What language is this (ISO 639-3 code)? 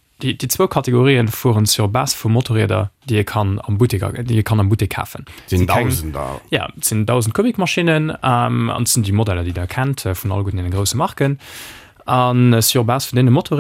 ltz